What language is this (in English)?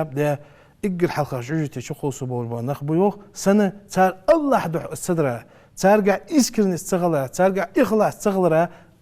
Ingush